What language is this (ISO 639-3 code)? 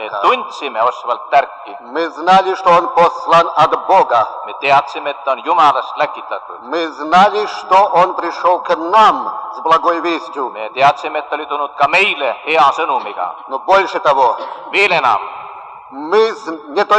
est